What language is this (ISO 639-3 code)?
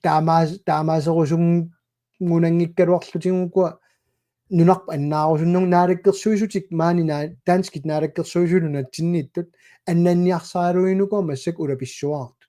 kal